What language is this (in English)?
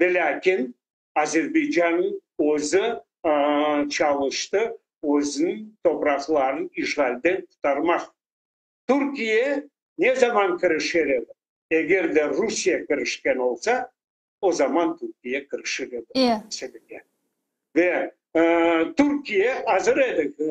Crimean Tatar